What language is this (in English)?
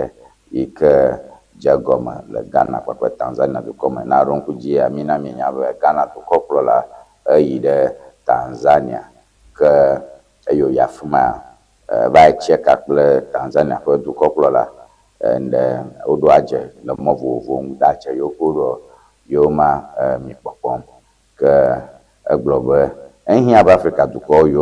Ewe